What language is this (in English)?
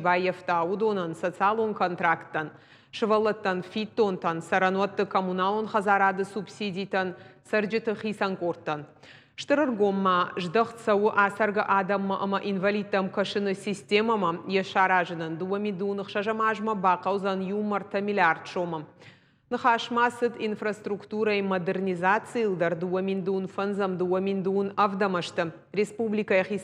Ossetic